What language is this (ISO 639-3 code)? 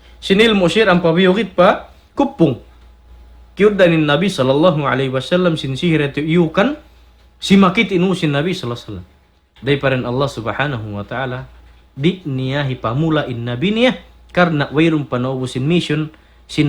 tsg